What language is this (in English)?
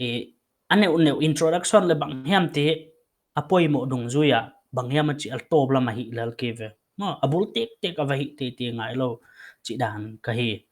Paite Chin